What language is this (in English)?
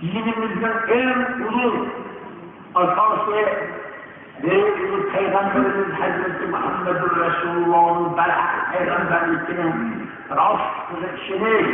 Uyghur